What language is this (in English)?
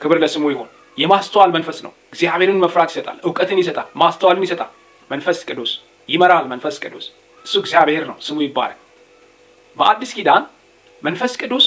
Amharic